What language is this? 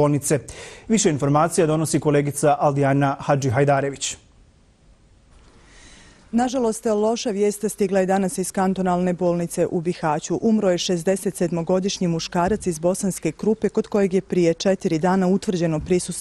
Bosnian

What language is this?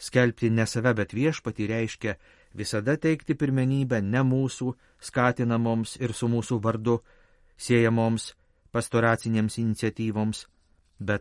Lithuanian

